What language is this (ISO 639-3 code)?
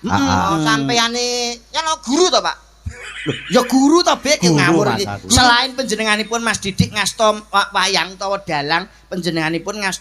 jav